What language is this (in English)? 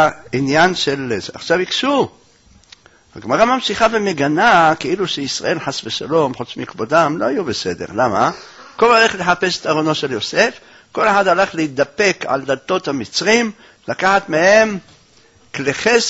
Hebrew